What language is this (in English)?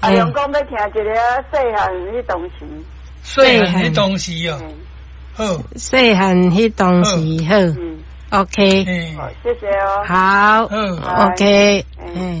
Min Nan Chinese